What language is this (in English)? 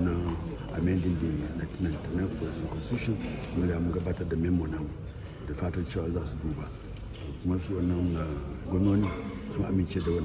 Hausa